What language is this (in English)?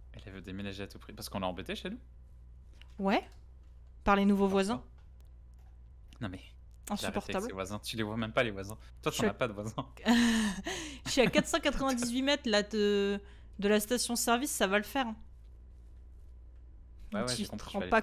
French